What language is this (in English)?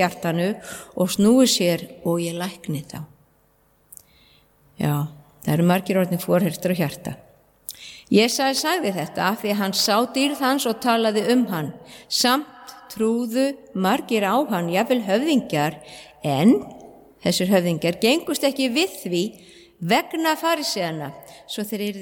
Icelandic